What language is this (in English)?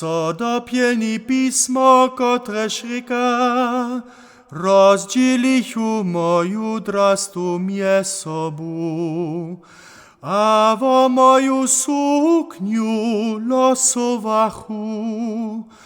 Upper Sorbian